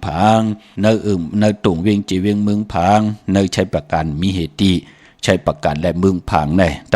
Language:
Shan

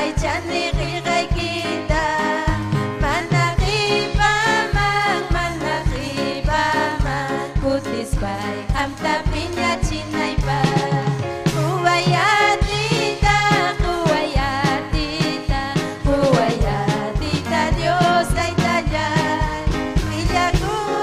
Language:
Ayacucho Quechua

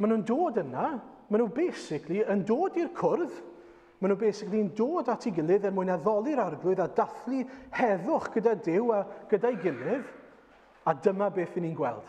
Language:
Welsh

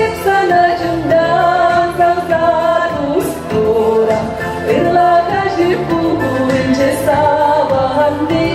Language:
Chuvash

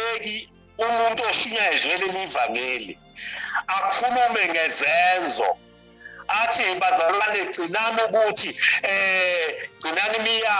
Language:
Zulu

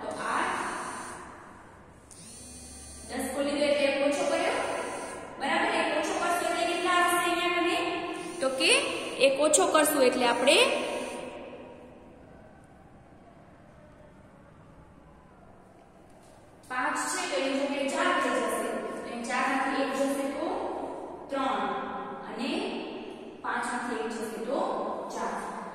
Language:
Gujarati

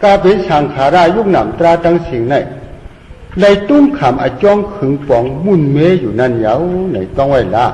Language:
Shan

